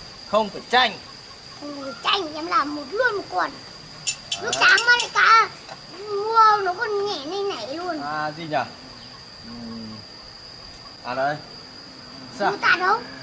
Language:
Vietnamese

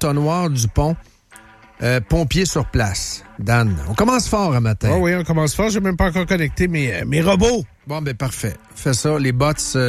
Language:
French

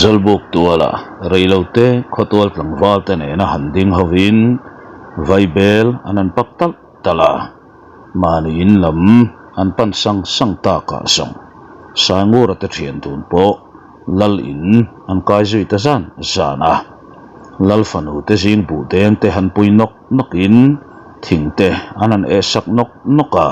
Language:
Mizo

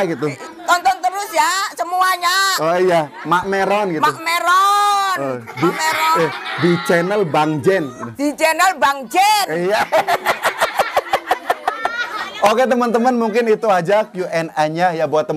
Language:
Indonesian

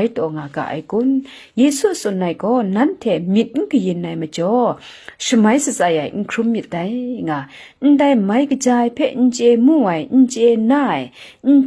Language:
Kachin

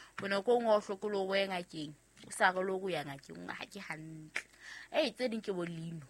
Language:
Southern Sotho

